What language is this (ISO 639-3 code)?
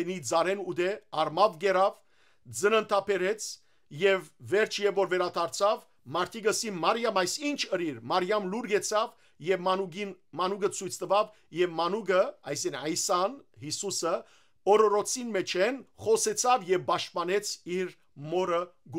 hyw